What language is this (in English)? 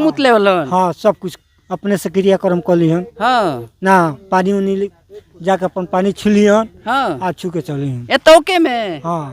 Bhojpuri